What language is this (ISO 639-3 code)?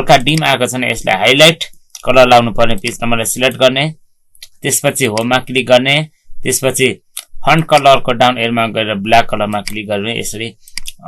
nep